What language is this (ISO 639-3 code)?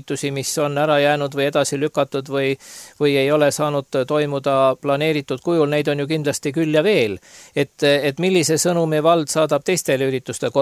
est